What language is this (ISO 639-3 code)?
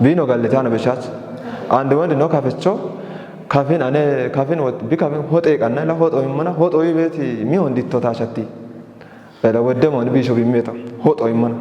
kbr